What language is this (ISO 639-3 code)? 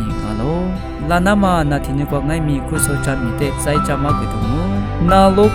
lis